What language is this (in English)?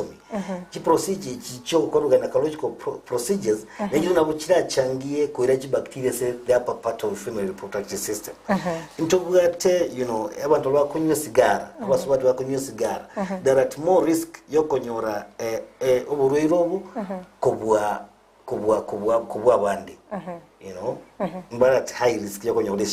Gusii